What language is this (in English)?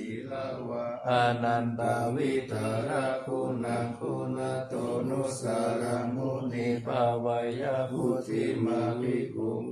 Pali